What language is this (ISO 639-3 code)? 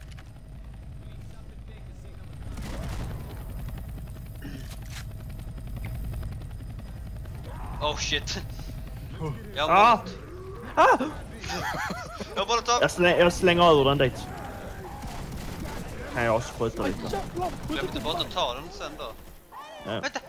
swe